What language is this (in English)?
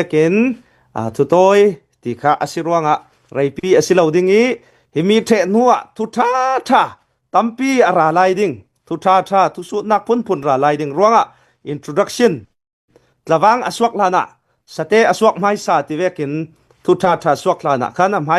Hakha Chin